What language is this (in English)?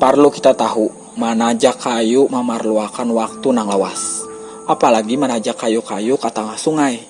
Banjar